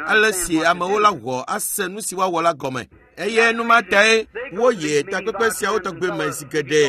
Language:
Ewe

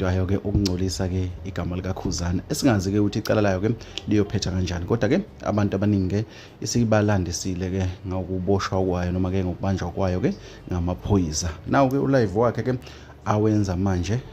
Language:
Zulu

